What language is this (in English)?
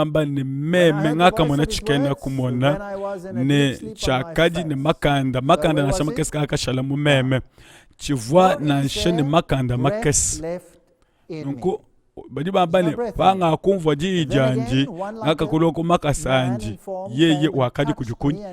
Luba-Lulua